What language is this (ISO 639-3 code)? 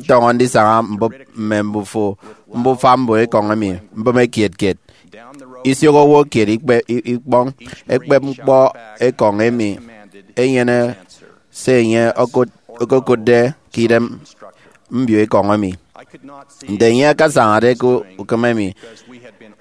efi